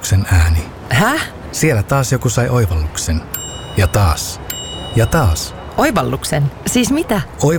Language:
Finnish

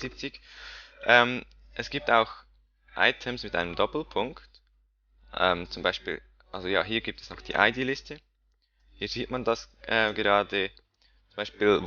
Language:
Swiss German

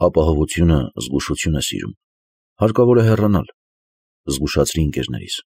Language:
Armenian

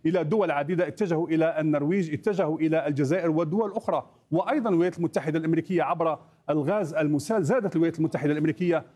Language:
Arabic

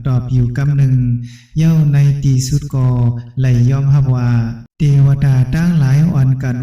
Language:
Shan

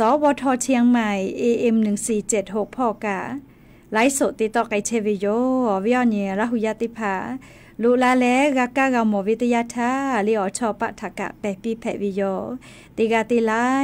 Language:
Lahu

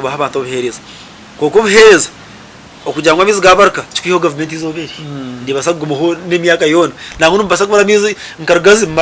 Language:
Nyankole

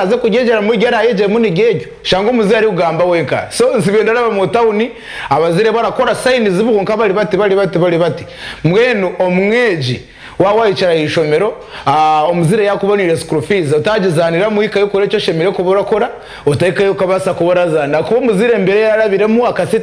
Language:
Nyankole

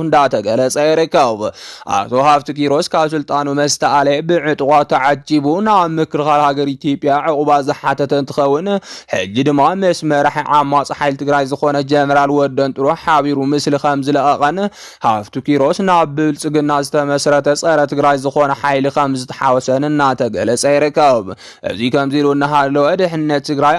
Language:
Tigrinya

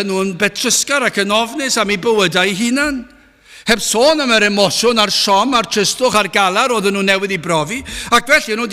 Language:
Welsh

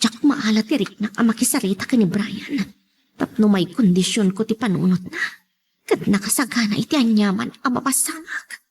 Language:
Iloko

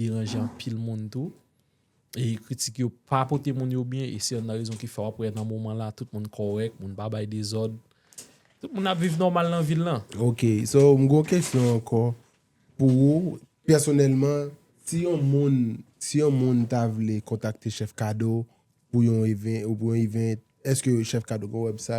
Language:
Haitian Creole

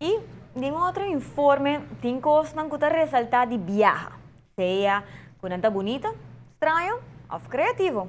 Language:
Papiamento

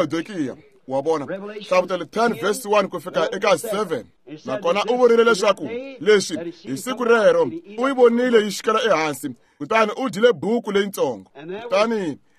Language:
Tsonga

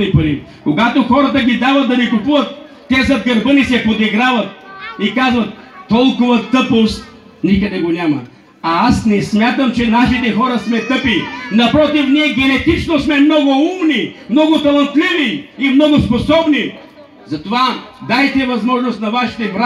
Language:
Bulgarian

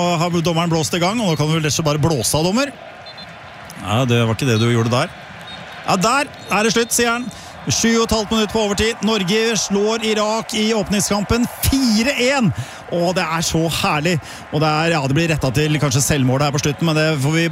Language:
Norwegian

